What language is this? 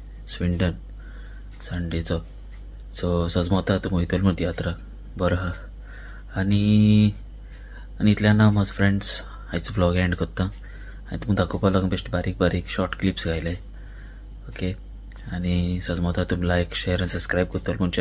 Konkani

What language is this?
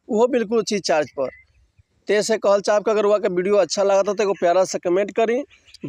Bhojpuri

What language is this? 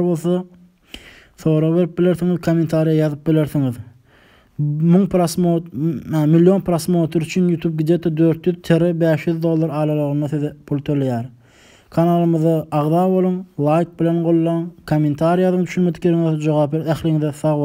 Turkmen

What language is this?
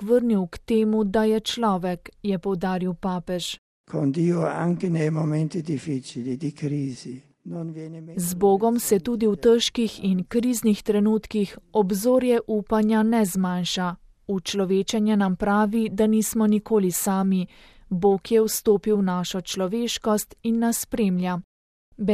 Slovenian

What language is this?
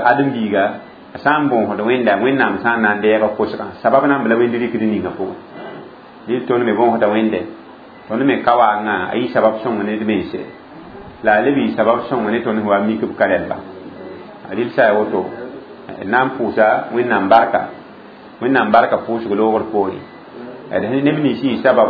Mossi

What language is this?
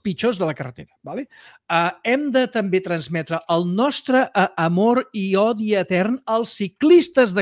Catalan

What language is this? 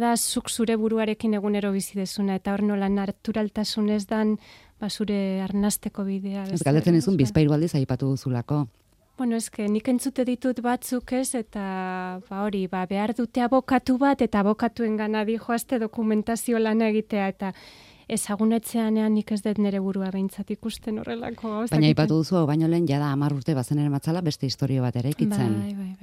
Basque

